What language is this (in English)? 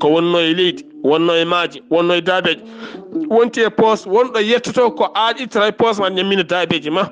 Fula